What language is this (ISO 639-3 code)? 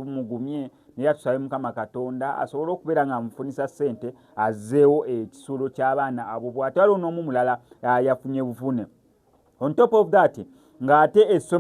lug